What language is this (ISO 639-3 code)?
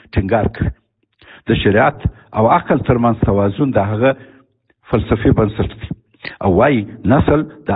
pus